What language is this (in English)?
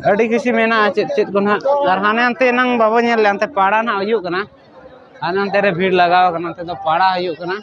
Santali